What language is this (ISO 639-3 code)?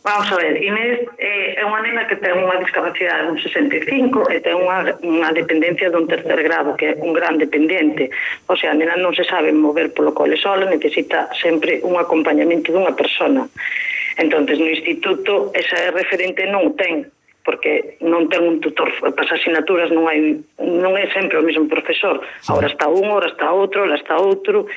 glg